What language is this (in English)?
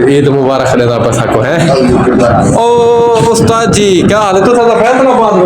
Saraiki